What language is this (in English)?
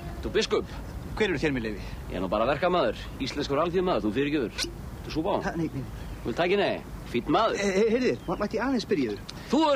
Icelandic